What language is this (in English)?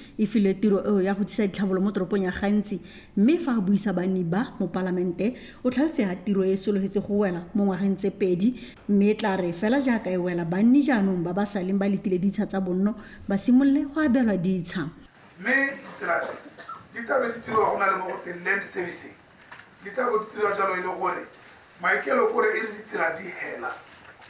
Tswana